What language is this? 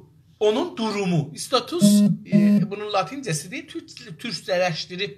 South Azerbaijani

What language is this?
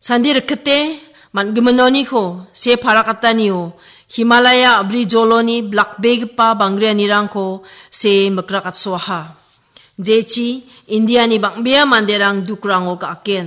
Garo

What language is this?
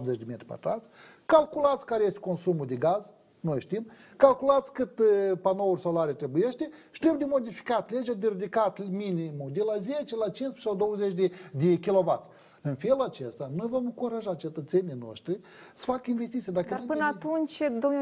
Romanian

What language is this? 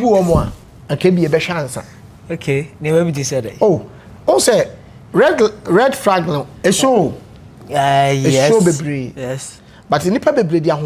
Akan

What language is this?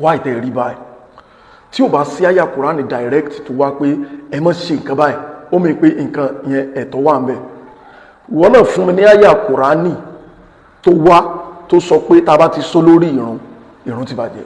Yoruba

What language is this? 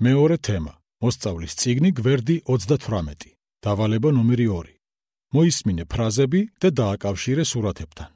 Georgian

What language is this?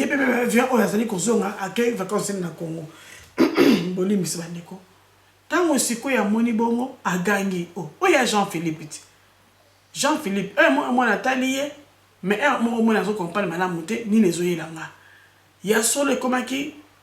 Lingala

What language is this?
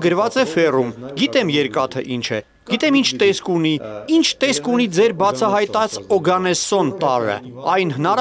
Armenian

